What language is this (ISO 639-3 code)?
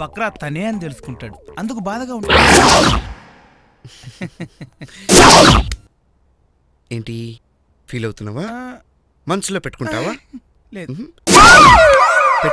tel